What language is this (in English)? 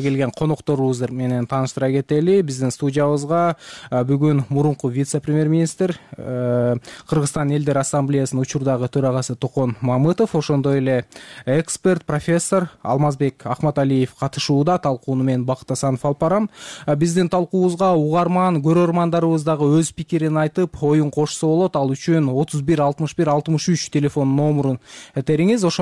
Kyrgyz